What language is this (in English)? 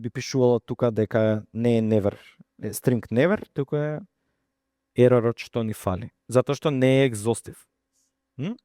Macedonian